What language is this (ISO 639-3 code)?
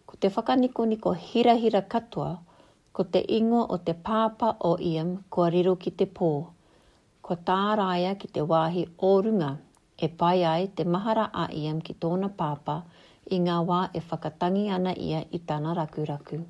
mri